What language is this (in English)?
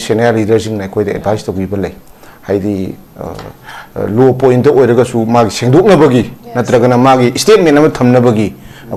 Manipuri